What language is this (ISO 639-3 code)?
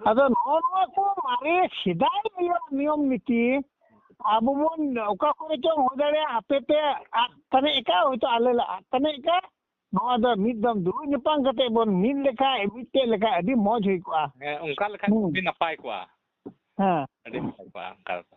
sat